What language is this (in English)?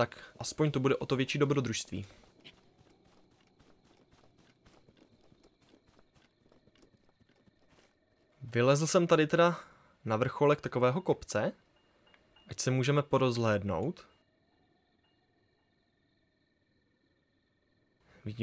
Czech